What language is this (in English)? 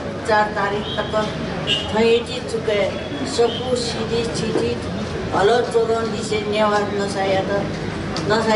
Newari